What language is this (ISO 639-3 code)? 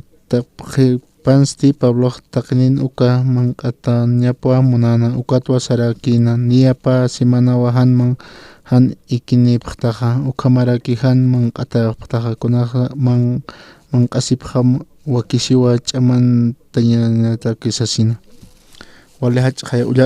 aym